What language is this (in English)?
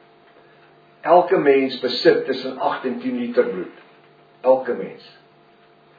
Afrikaans